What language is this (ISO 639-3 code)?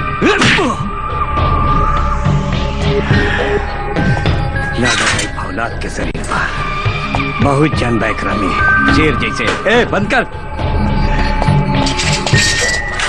bho